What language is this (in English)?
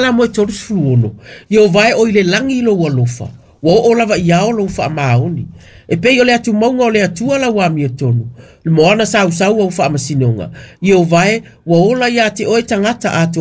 Samoan